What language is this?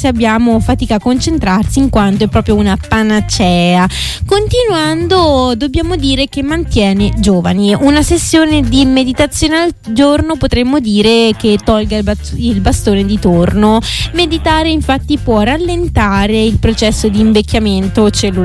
Italian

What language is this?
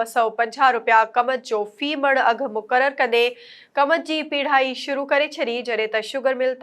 Sindhi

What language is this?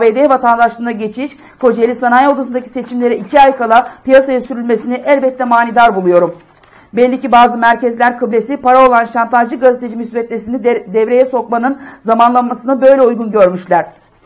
Turkish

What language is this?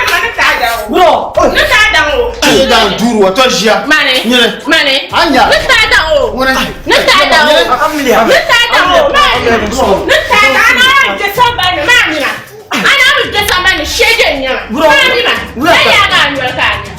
Dagbani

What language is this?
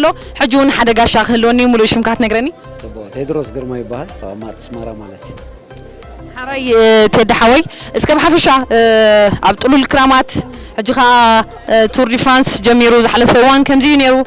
Tigrinya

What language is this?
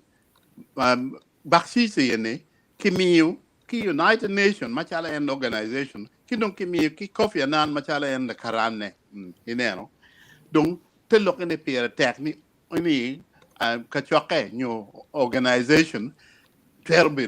Acoli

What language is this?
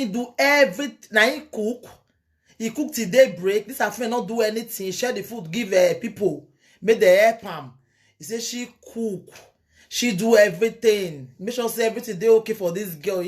Nigerian Pidgin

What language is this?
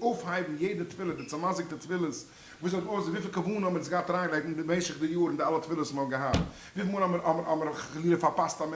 Yiddish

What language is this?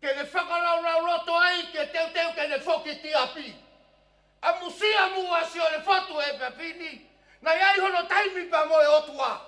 Tongan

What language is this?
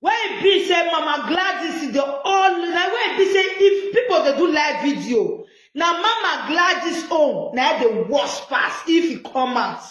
Nigerian Pidgin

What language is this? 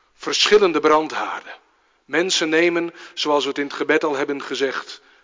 Dutch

